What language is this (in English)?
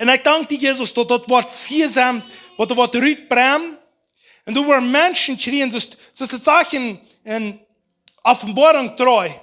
Plautdietsch